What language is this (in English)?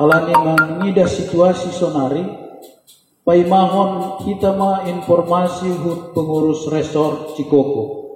Batak Simalungun